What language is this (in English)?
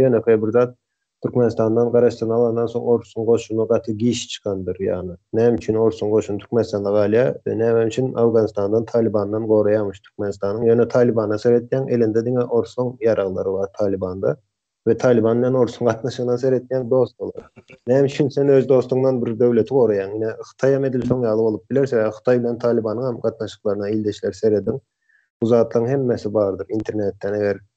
Turkmen